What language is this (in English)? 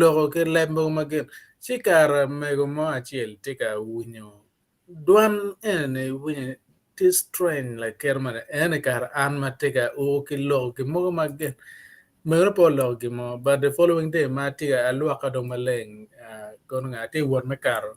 Acoli